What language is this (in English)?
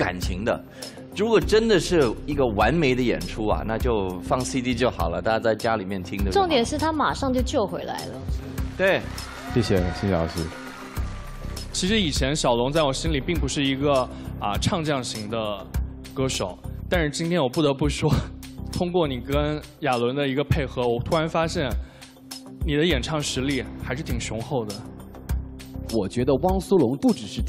Chinese